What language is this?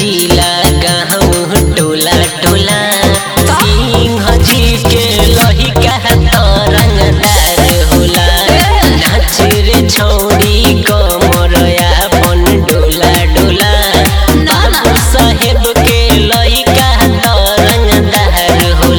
Bhojpuri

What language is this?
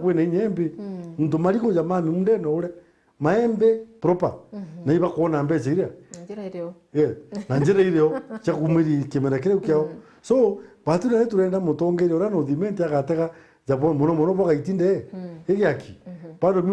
Meru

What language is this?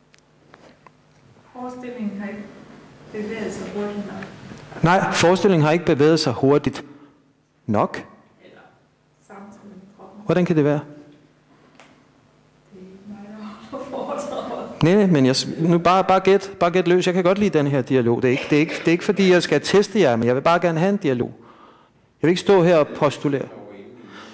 Danish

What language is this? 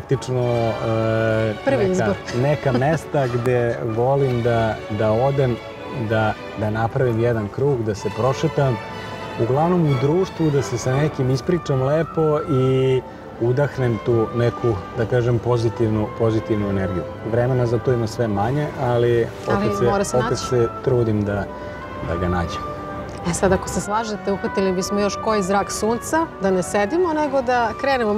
Serbian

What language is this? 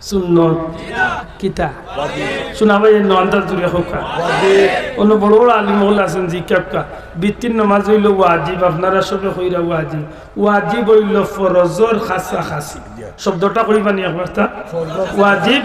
Sylheti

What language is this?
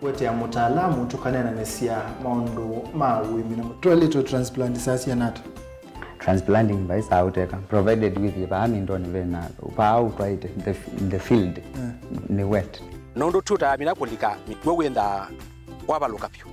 Kamba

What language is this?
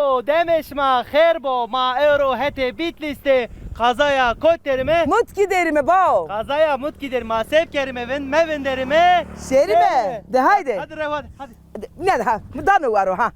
Zaza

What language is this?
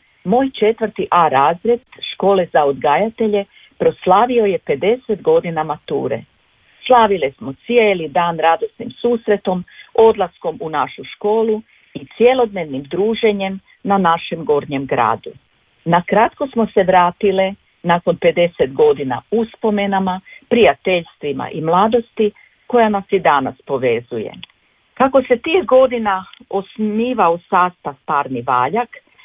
Croatian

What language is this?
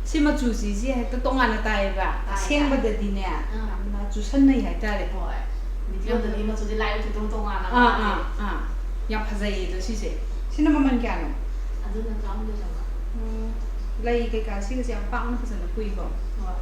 Manipuri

